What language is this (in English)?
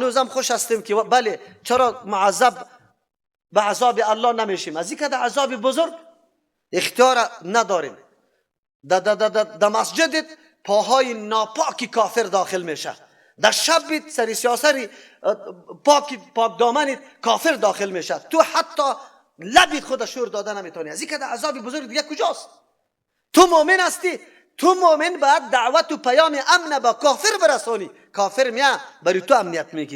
Persian